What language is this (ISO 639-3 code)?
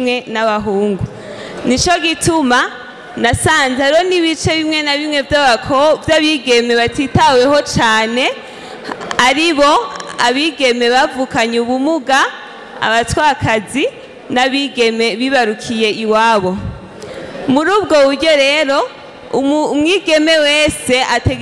run